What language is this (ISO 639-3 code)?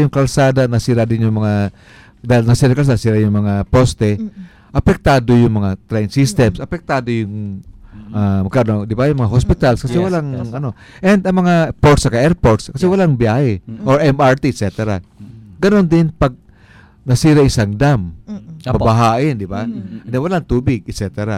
fil